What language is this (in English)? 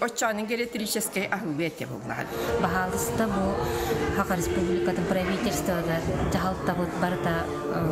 Yakut